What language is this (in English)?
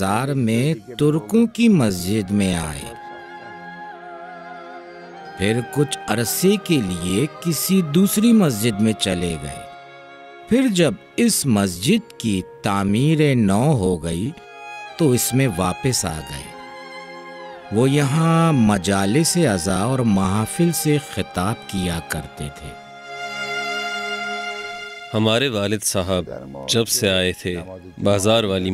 Urdu